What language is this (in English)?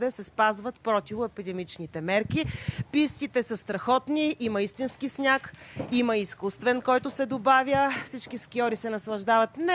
Bulgarian